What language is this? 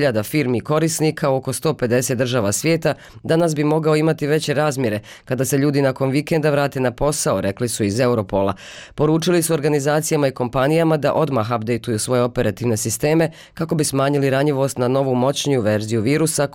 Bosnian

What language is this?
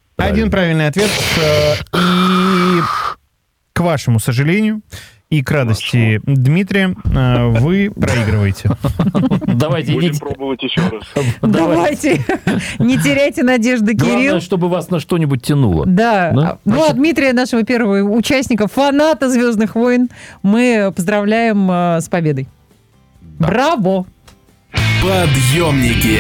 Russian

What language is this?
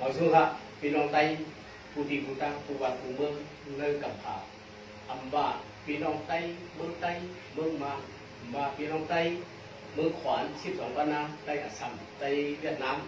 Shan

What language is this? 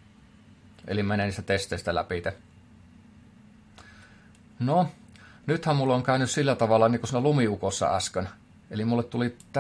Finnish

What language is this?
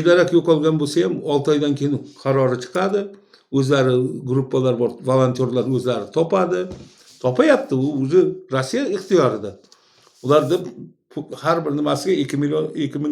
Uzbek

